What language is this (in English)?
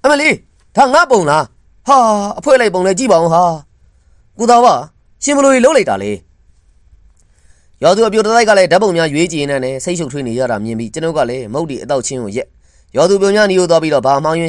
Burmese